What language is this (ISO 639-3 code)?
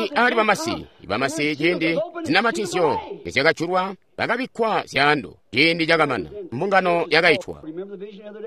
toi